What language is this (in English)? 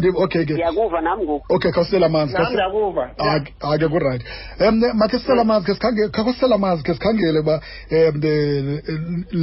Xhosa